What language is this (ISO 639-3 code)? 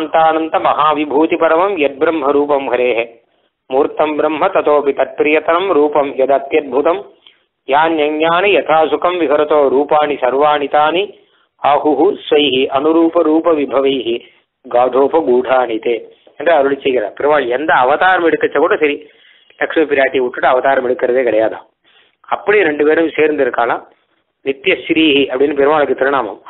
tam